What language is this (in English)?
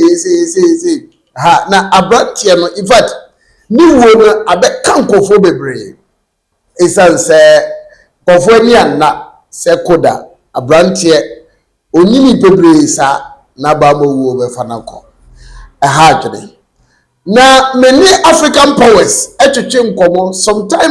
Akan